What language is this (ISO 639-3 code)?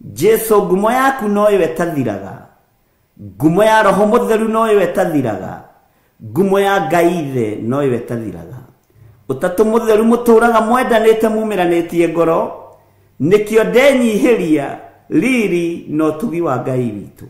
kik